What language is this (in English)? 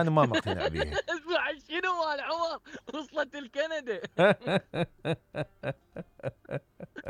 Mesopotamian Arabic